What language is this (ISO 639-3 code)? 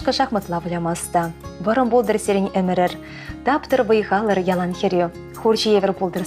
chv